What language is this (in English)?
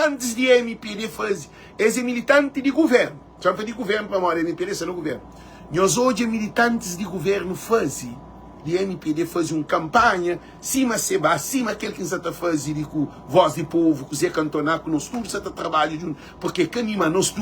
Kabuverdianu